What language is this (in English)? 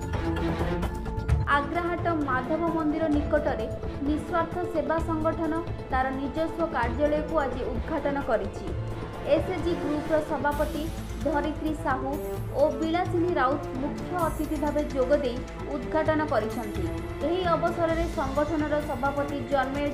Odia